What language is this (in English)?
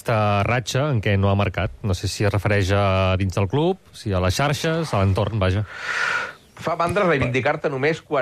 Catalan